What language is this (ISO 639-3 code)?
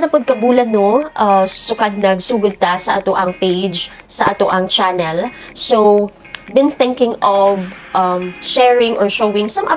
ceb